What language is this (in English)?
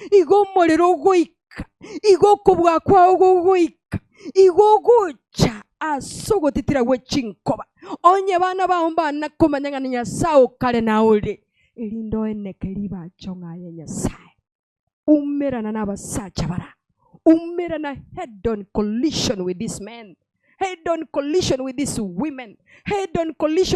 Gusii